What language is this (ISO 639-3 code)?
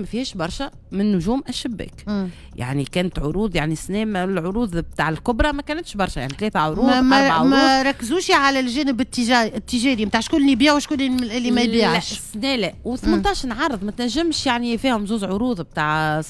aeb